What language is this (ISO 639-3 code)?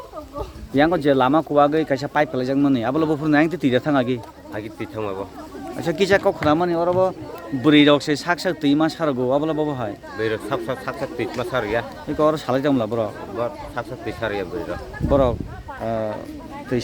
trp